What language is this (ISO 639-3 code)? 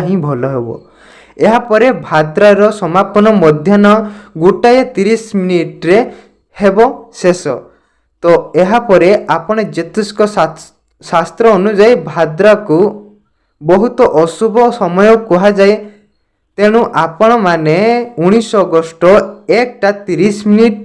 ori